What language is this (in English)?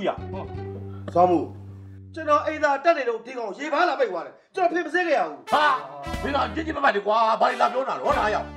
Burmese